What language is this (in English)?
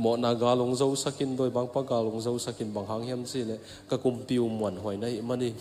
Tedim Chin